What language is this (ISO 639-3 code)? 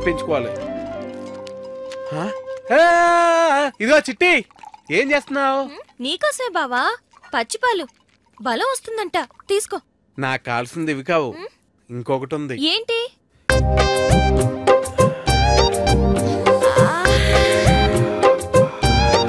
tel